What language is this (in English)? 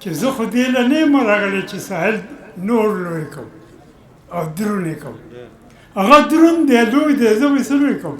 Pashto